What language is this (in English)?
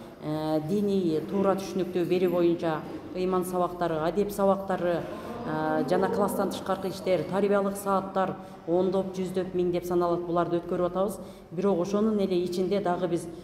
Kyrgyz